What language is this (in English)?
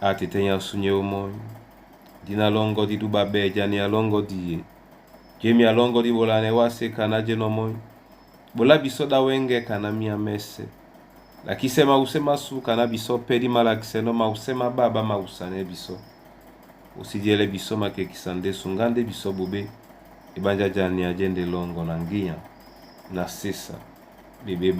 Duala